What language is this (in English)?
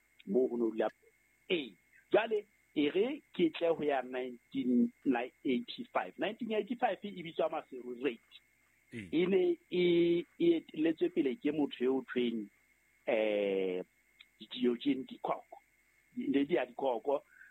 Southern Sotho